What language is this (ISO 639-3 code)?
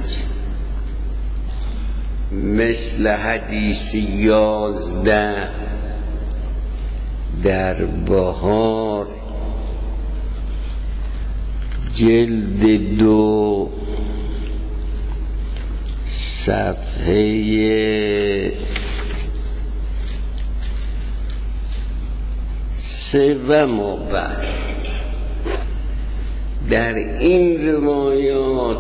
fas